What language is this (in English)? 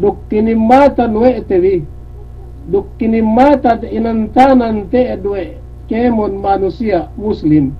Yakan